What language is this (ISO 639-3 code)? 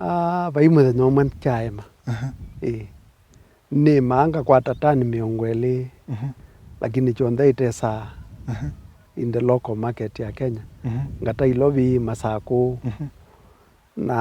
kam